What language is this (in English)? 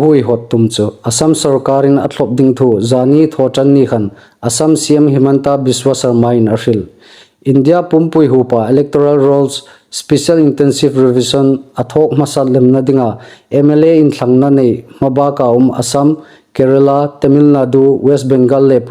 Hmar